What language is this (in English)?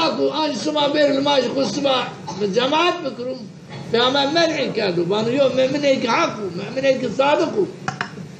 Zaza